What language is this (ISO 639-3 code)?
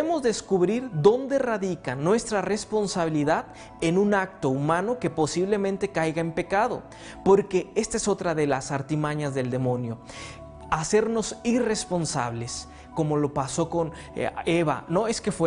spa